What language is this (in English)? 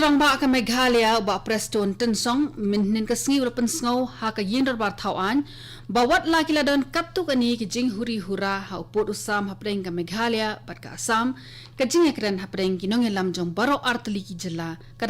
Khasi